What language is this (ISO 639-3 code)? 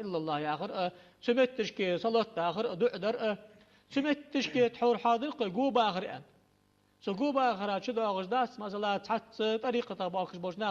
inh